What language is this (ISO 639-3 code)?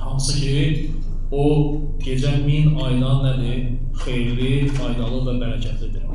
aze